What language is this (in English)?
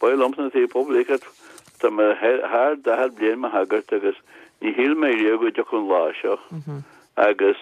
Irish